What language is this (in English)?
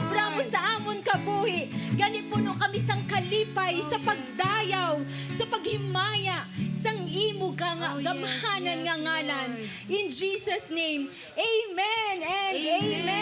Hiligaynon